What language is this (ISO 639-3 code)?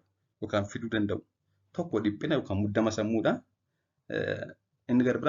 orm